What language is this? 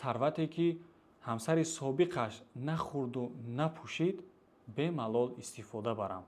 Tajik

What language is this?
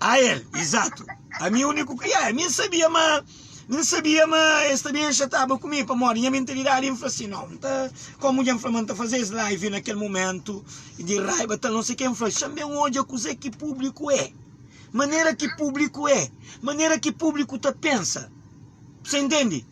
Kabuverdianu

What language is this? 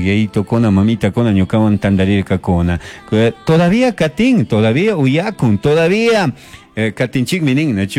Chimborazo Highland Quichua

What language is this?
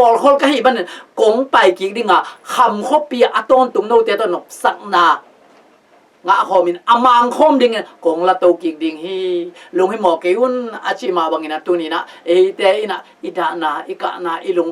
Tedim Chin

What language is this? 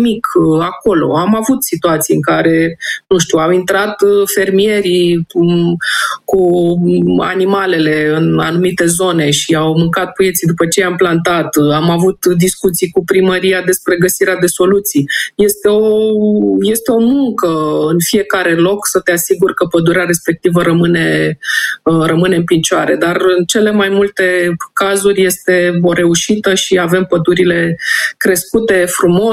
Romanian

